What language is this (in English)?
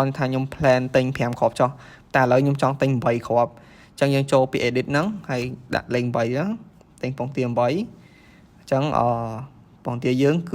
Khmer